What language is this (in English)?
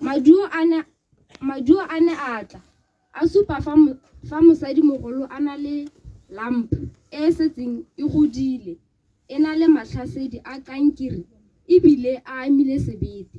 Tswana